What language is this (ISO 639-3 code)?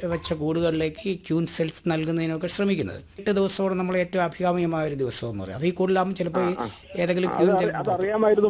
mal